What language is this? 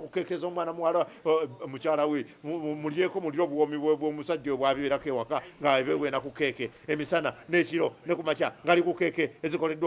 Ganda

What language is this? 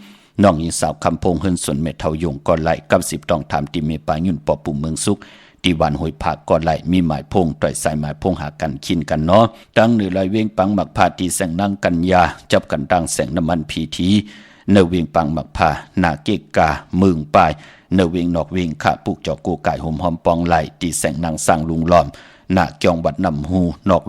Shan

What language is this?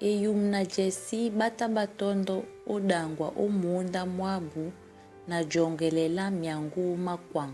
Duala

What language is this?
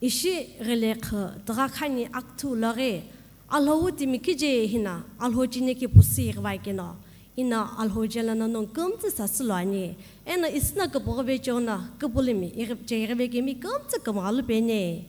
Sumi Naga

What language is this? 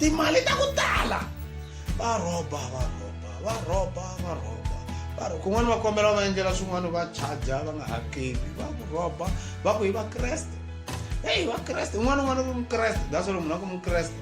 Tsonga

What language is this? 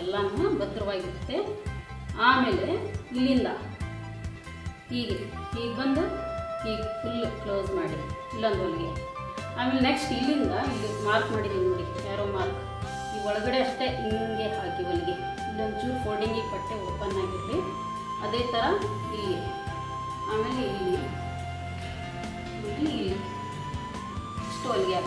Kannada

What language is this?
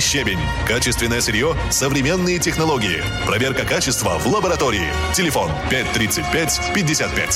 Russian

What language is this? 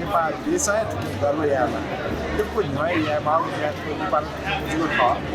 Newari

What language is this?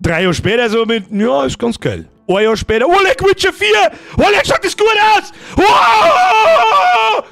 Bavarian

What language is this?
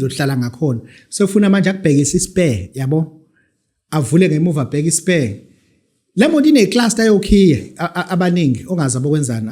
Zulu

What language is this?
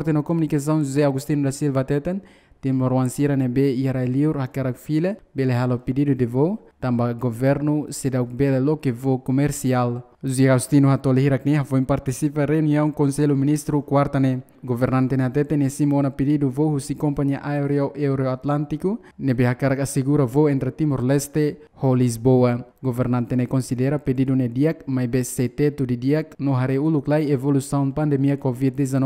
Tetum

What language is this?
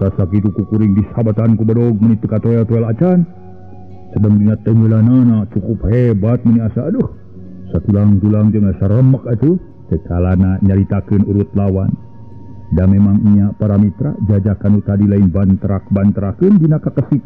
Sundanese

